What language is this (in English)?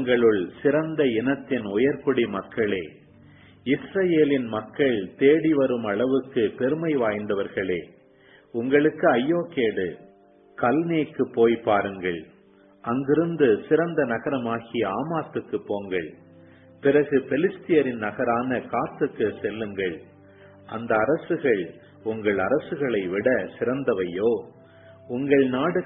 Tamil